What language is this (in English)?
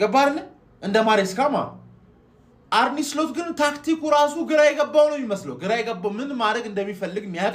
Amharic